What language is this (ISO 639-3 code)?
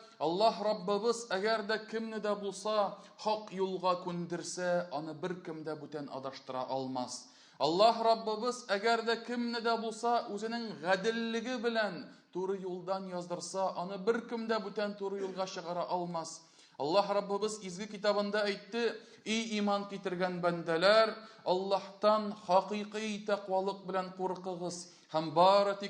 tat